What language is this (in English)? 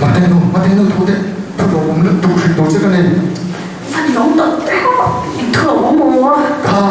Mizo